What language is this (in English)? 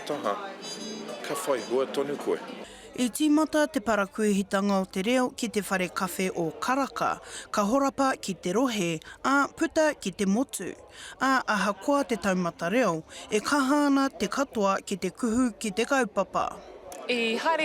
Māori